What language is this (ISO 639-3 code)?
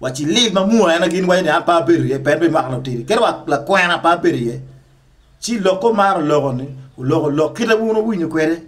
ach